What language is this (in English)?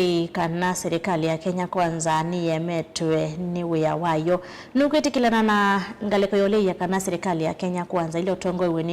Kamba